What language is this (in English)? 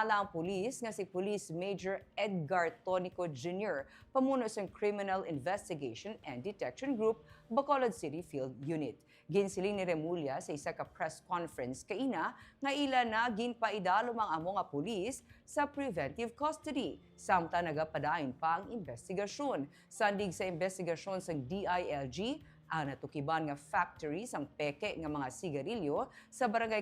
Hiligaynon